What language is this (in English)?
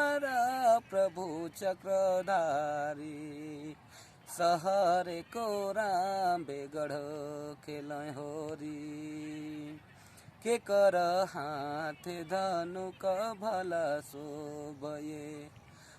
Sadri